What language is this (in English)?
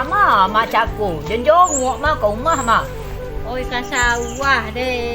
Minangkabau